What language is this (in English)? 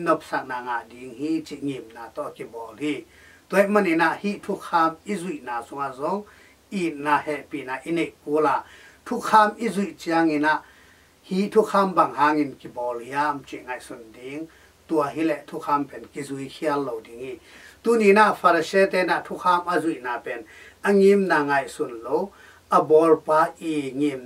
Tedim Chin